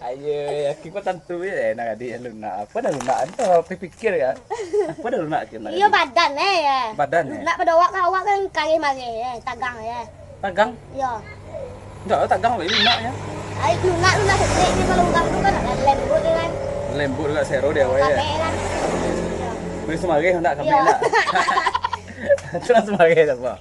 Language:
Minangkabau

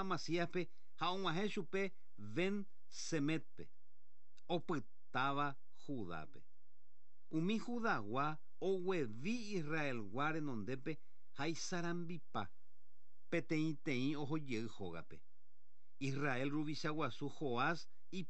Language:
Guarani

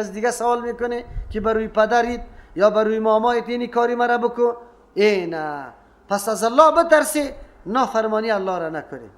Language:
Persian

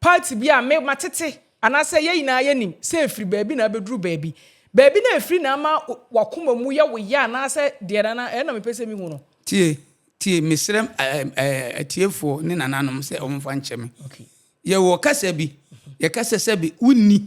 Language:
Akan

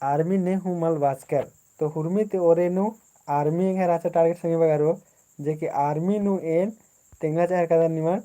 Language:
Kurukh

